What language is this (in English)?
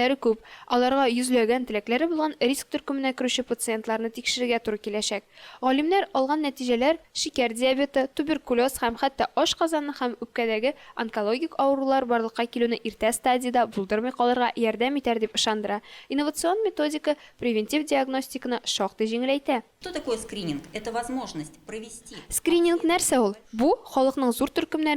Tatar